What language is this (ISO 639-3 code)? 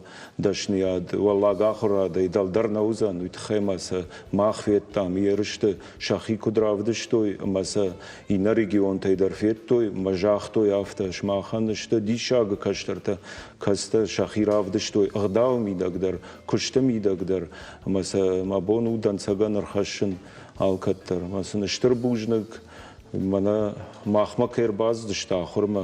oss